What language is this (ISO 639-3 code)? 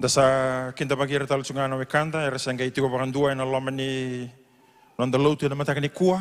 fij